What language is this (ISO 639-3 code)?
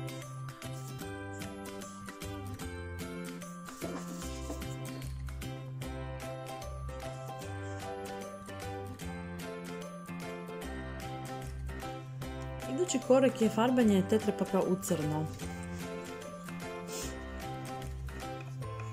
hrv